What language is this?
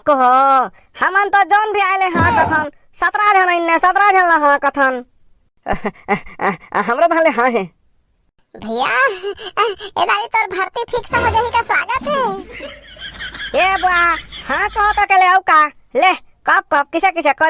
Chhattisgarhi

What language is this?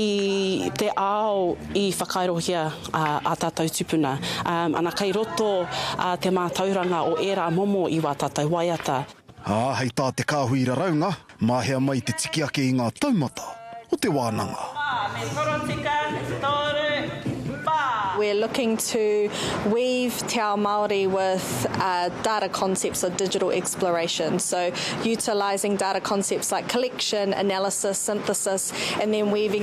Māori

